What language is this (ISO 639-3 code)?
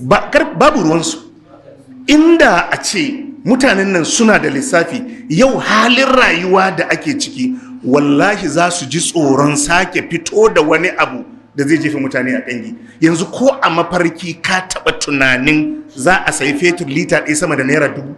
hau